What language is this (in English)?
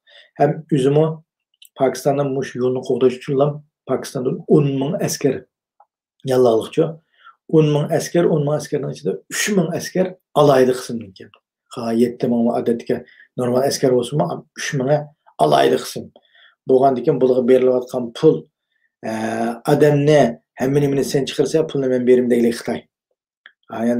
Uyghur